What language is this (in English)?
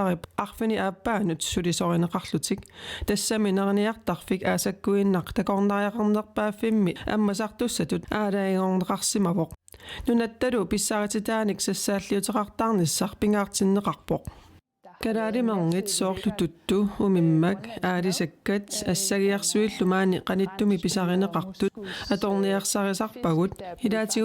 Kalaallisut